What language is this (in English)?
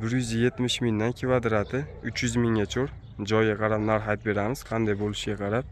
Uzbek